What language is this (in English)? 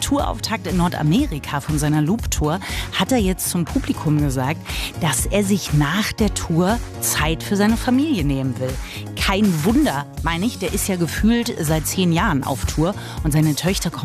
German